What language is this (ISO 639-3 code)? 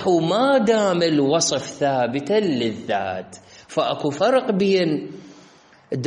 acm